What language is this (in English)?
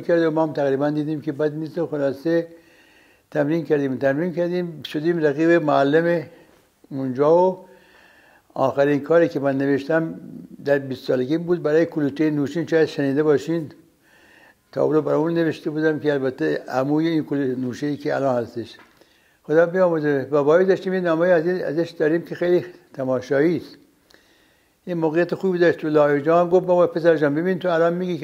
Persian